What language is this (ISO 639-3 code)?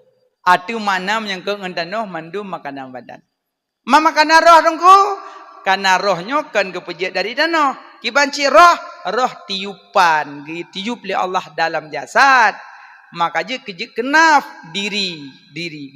ace